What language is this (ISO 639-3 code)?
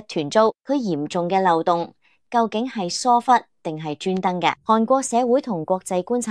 yue